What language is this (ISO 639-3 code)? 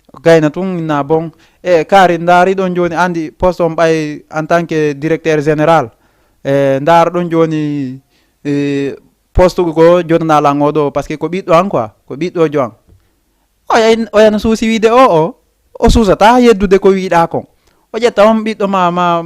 ful